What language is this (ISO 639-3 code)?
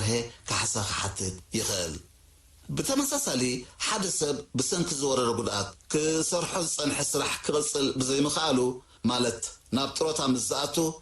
tir